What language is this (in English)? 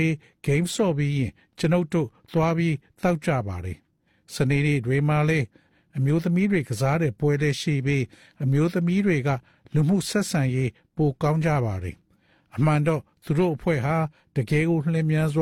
Burmese